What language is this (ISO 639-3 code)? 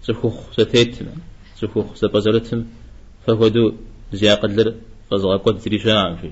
kbd